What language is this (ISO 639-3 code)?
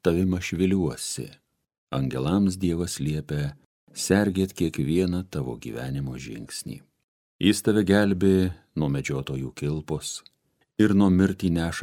lit